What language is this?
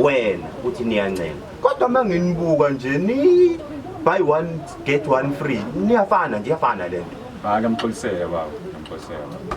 Zulu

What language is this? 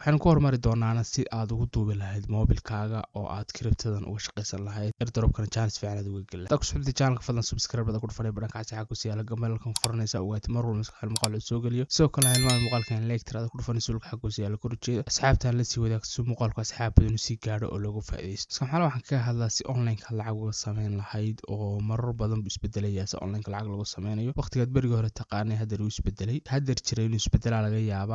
Somali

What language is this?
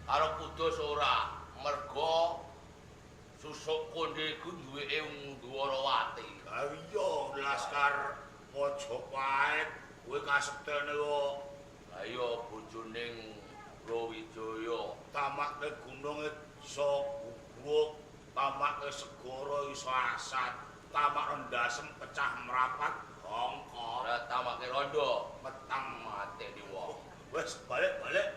Javanese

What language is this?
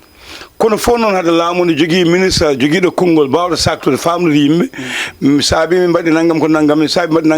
Fula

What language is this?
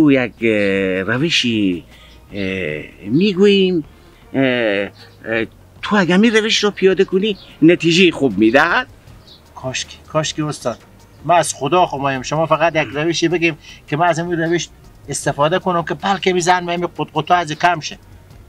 Persian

